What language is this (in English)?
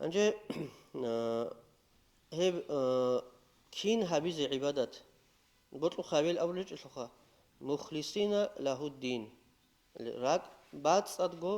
Avaric